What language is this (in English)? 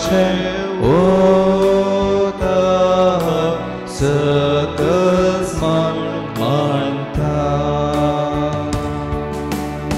Konkani